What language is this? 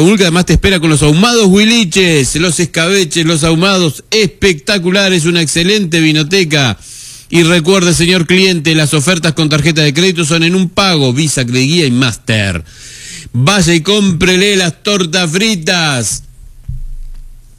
Spanish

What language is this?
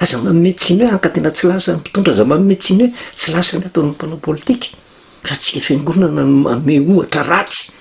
Malagasy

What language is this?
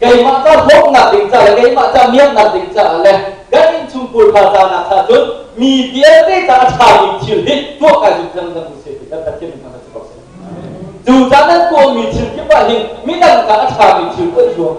Hakha Chin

